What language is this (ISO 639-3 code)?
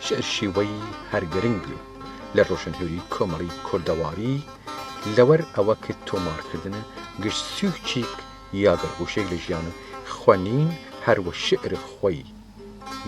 sdh